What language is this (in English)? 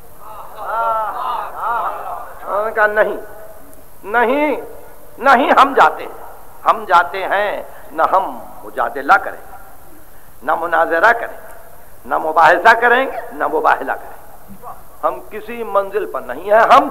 Urdu